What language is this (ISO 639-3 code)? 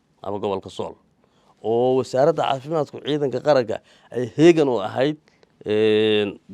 som